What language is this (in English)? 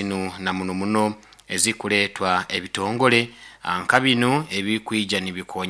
Nyoro